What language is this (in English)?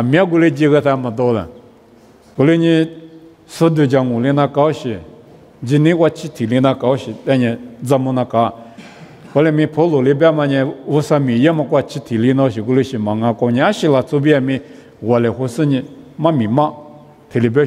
Lisu